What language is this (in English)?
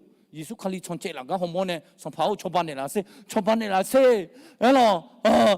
Akha